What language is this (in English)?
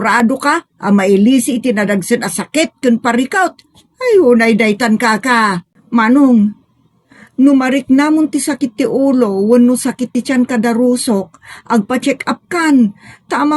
Iloko